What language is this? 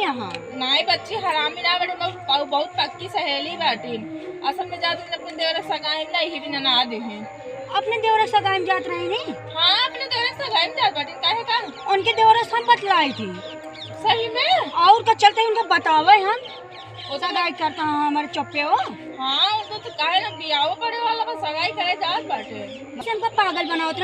Awadhi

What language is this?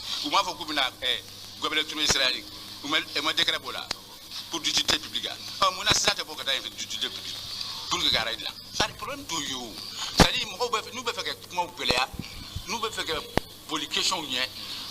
Bambara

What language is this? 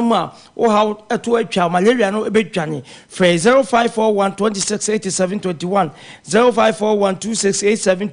Akan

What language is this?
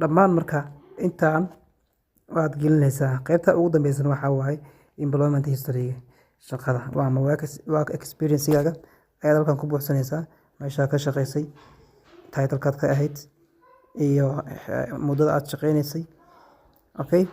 Somali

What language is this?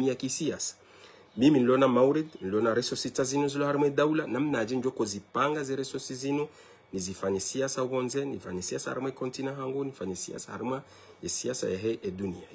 Ngazidja Comorian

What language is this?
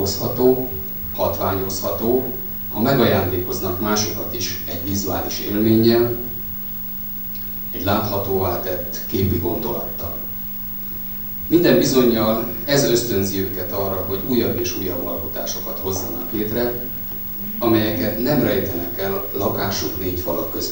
Hungarian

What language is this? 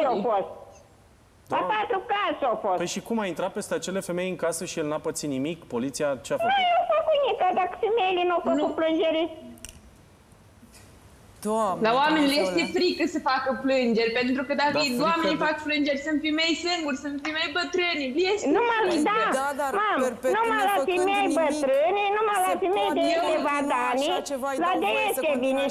Romanian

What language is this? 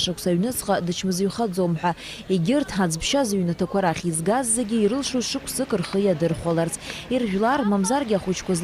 Abkhazian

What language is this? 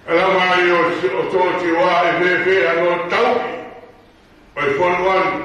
Tongan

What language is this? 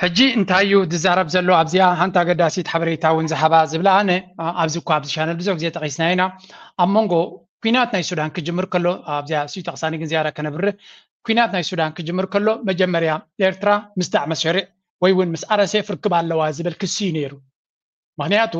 Tigrinya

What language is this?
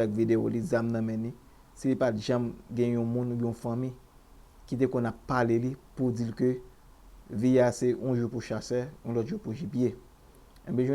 Haitian Creole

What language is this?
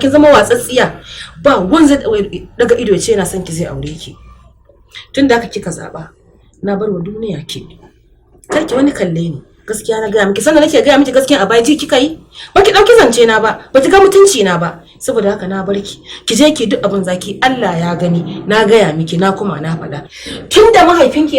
Hausa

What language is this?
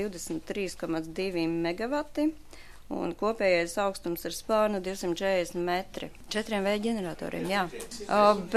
Latvian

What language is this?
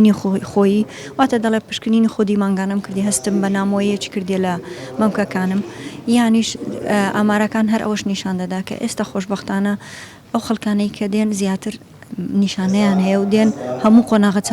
Central Kurdish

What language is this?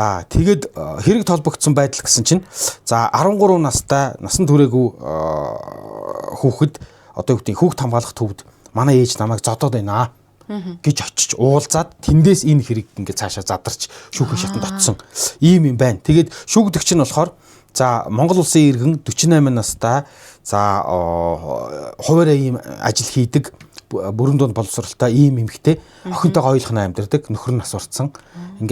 Mongolian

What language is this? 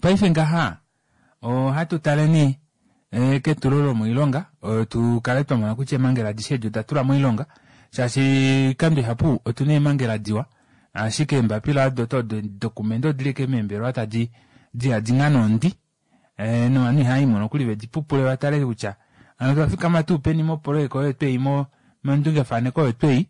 Kuanyama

